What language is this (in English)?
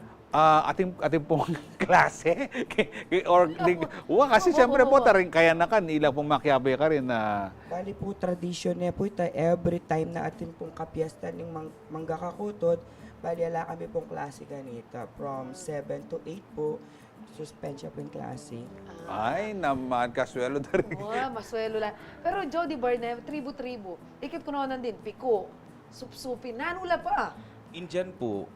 Pampanga